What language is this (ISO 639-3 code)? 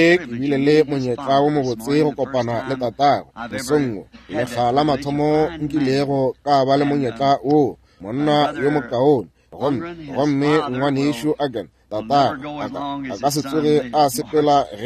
nso